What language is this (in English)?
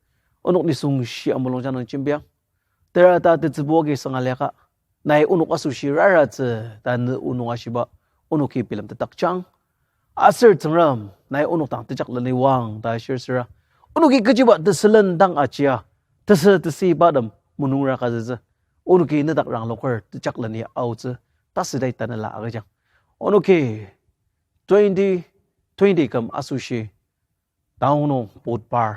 Ao Naga